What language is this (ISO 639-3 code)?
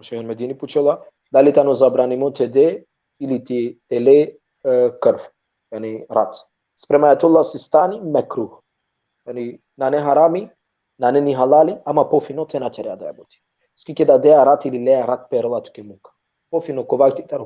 rmn